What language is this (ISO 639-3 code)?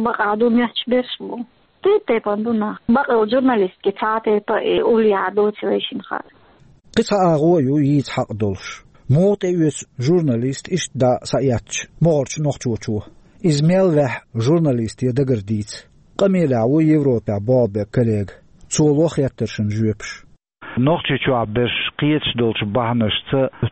che